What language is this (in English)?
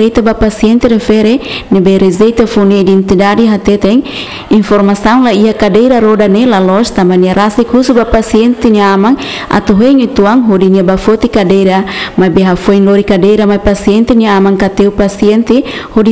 Tetum